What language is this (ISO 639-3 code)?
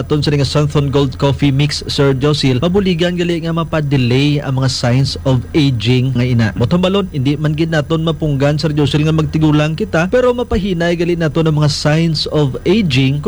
hil